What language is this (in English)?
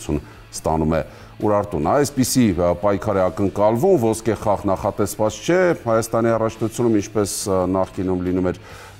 Armenian